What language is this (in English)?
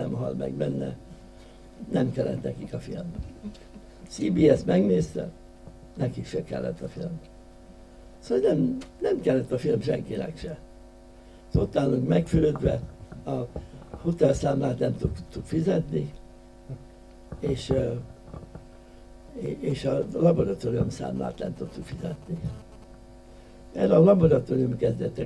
Hungarian